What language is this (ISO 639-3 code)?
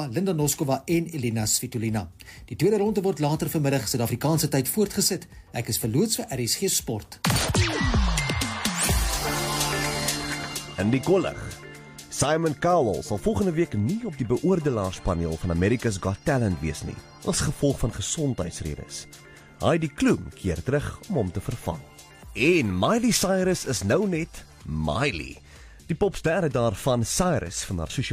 afr